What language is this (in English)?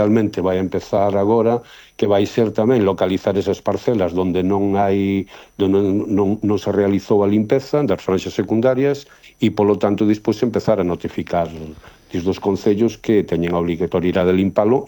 Galician